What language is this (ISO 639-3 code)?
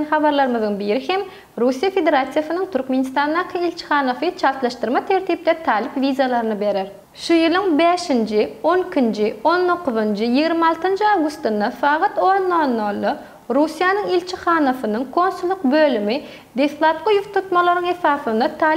tuk